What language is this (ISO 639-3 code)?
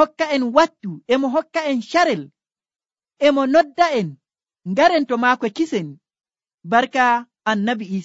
fuv